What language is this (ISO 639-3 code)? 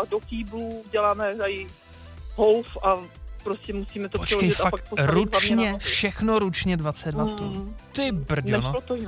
ces